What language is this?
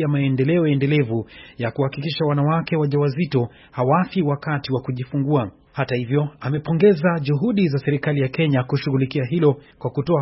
Swahili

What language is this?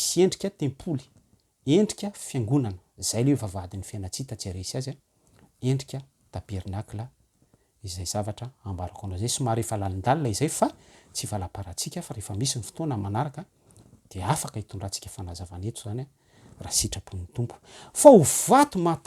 Malagasy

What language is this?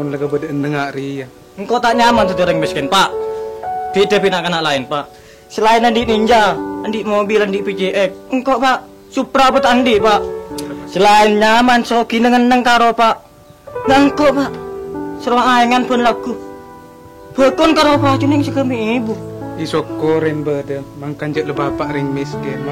Madurese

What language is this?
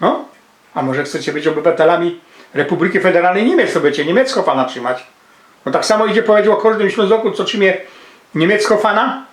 Silesian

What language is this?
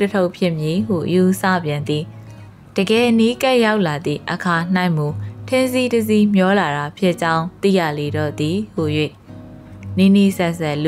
Burmese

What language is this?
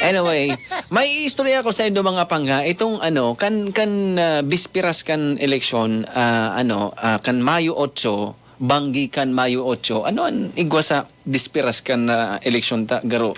Bikol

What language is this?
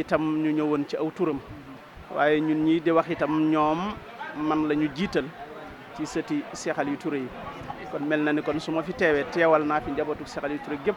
Wolof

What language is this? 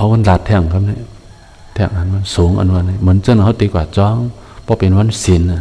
Shan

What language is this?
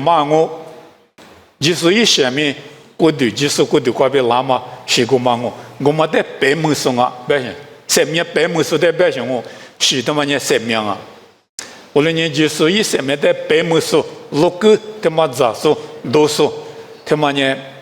Lisu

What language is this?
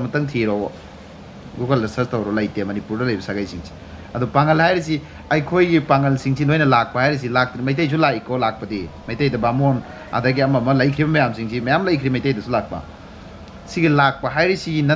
Manipuri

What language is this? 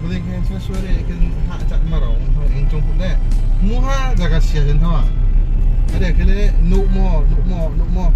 Riang (India)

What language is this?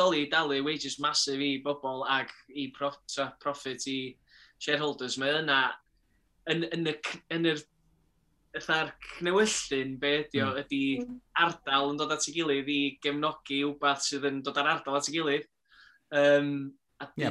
Welsh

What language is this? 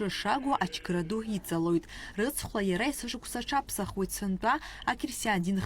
Abkhazian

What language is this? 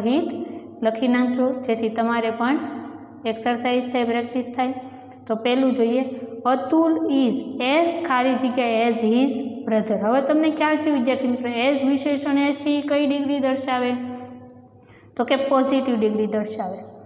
Gujarati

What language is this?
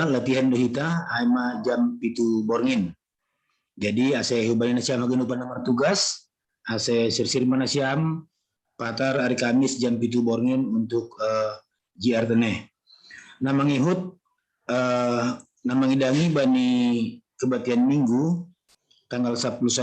Batak Simalungun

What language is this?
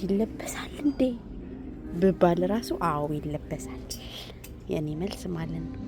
Amharic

